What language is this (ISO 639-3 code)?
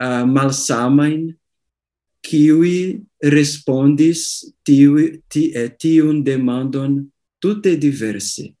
epo